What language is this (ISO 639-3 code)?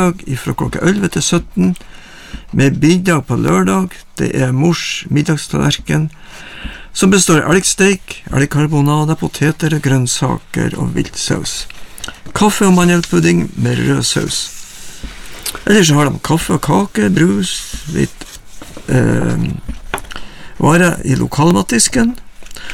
nor